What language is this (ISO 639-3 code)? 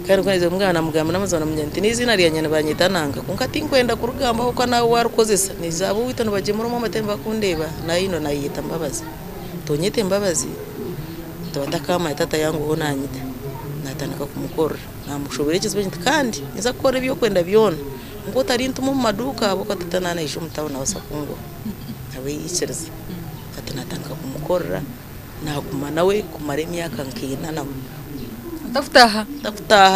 nyn